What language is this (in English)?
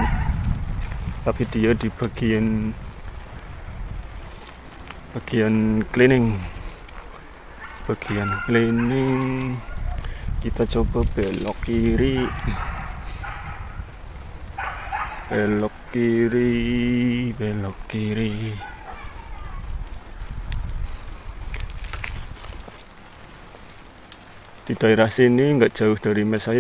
Indonesian